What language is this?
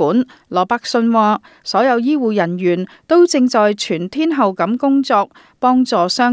Cantonese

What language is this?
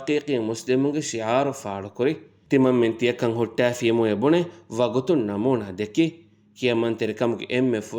Divehi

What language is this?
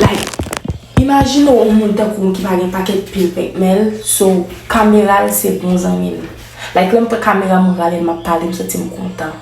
Haitian Creole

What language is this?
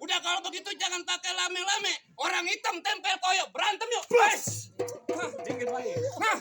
Betawi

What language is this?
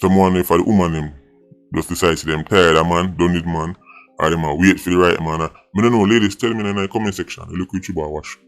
Jamaican Creole English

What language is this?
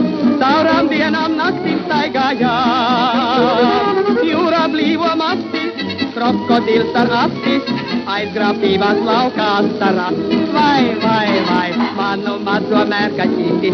Latvian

